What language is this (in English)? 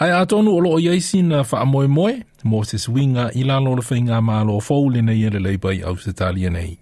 Samoan